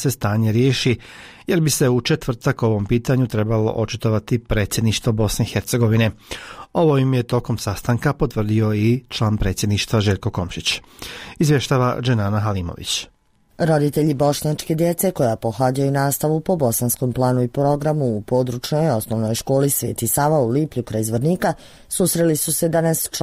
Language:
Bosnian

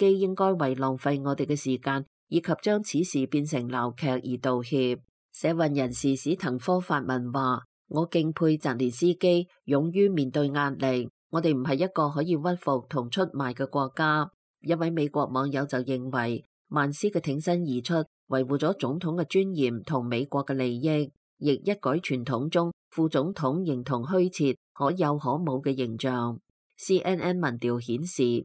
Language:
Cantonese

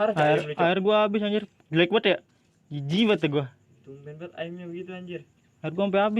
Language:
Betawi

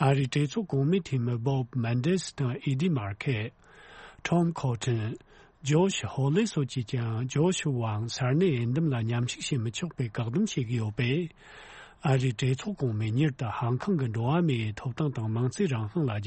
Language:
Tibetan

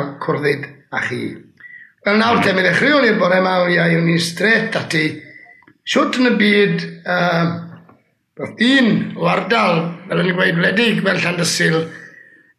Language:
Welsh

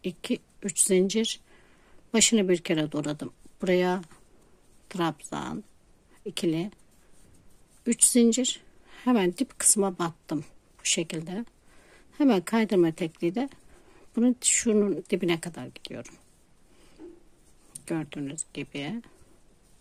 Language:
Turkish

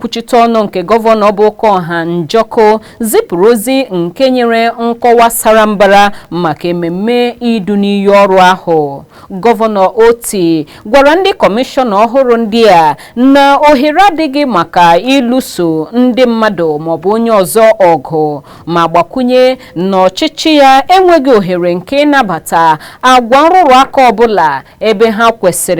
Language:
Igbo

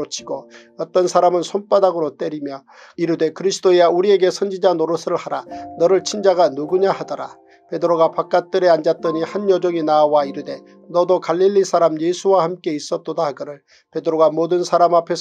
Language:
Korean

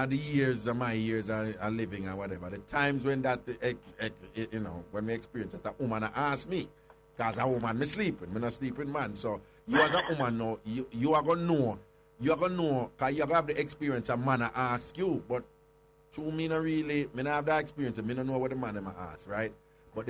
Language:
Jamaican Creole English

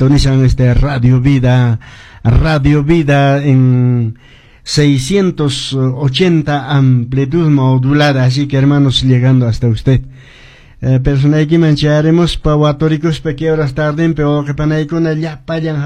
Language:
Quechua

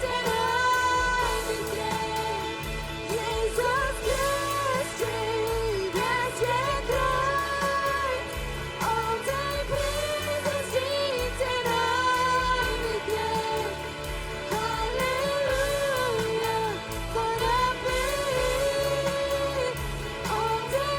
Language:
Plautdietsch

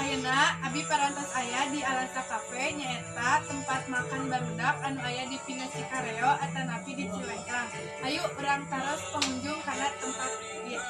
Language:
Sundanese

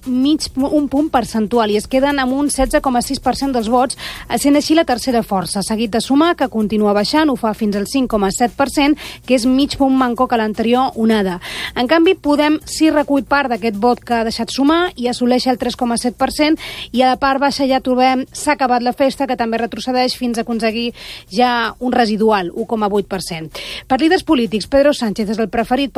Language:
Catalan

